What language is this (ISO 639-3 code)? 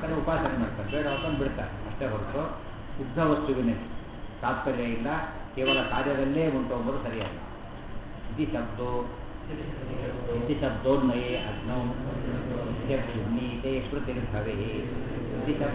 kan